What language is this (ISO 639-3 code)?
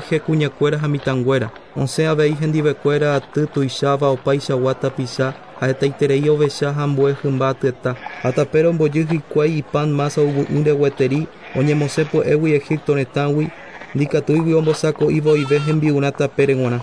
grn